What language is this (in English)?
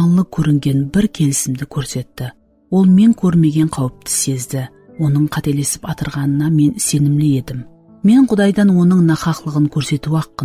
Kara-Kalpak